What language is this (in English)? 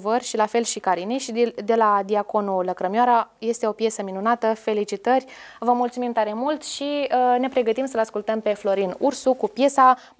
Romanian